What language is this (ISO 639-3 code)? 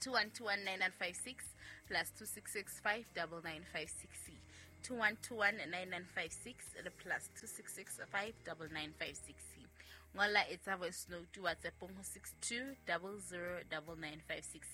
sot